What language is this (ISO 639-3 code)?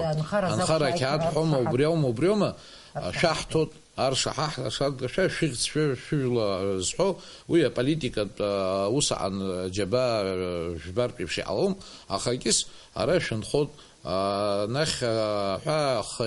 abk